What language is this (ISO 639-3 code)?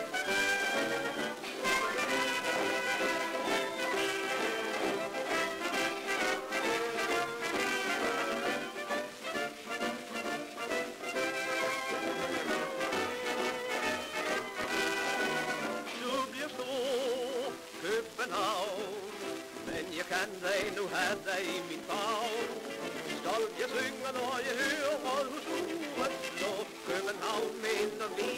dan